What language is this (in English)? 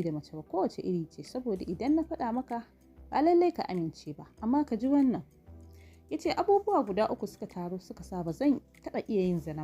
Hausa